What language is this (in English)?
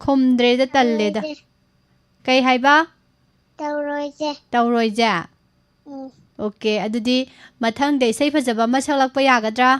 Manipuri